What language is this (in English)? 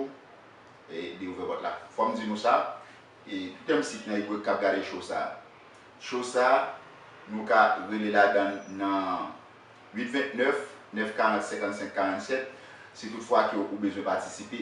Haitian Creole